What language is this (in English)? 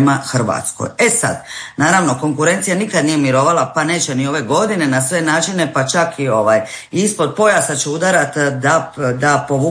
Croatian